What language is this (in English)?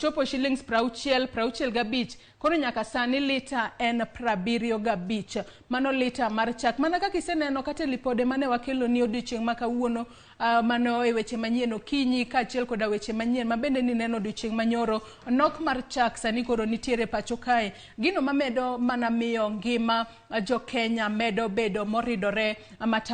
Luo (Kenya and Tanzania)